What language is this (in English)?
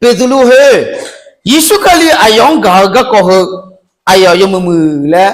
Akha